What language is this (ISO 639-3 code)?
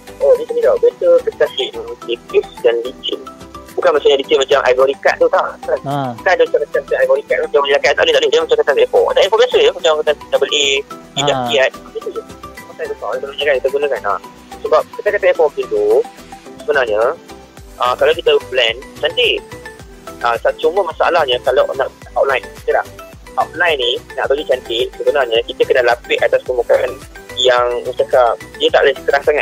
msa